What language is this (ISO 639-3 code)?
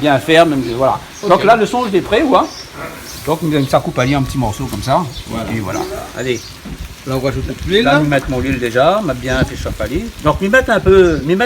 rcf